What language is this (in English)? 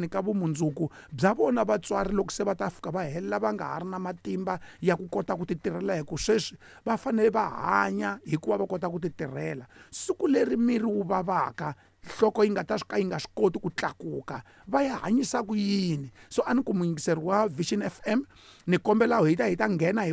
Tsonga